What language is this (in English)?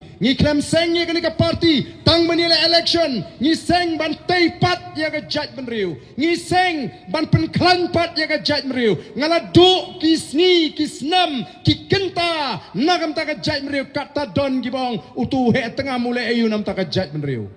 Khasi